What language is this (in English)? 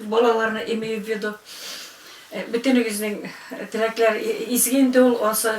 Tatar